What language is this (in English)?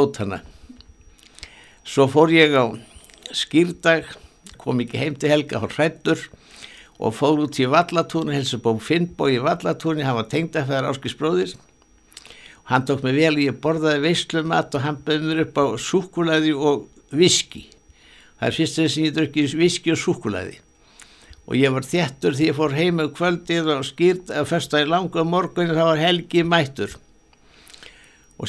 Icelandic